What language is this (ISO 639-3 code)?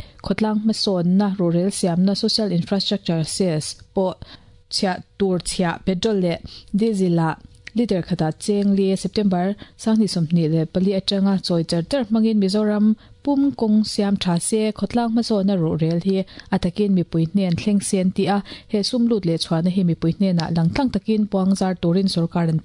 lus